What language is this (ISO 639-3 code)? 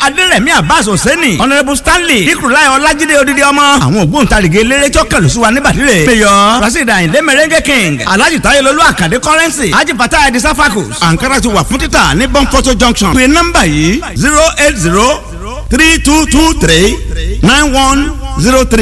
yor